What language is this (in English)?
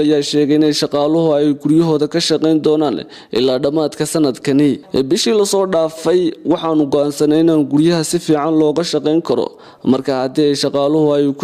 Somali